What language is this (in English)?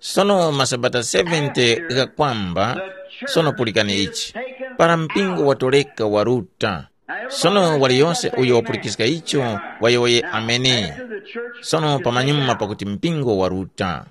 Tumbuka